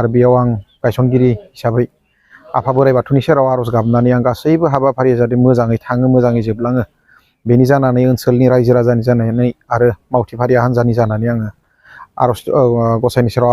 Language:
Bodo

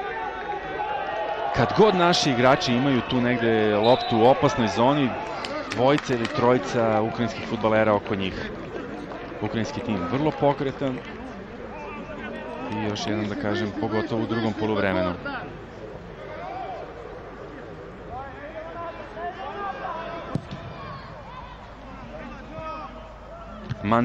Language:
Serbian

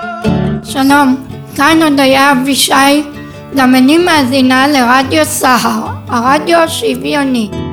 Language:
Hebrew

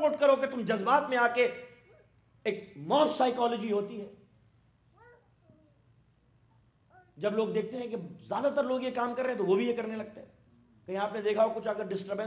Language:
Urdu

